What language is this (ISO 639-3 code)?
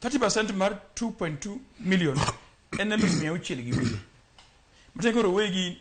luo